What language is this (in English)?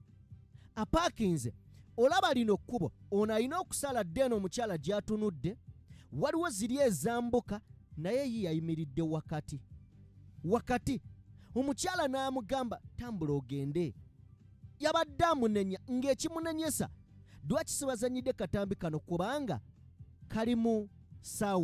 Ganda